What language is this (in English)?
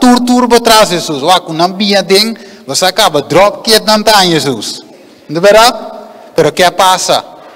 Papiamento